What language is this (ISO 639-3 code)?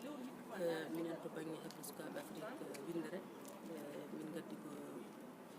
ful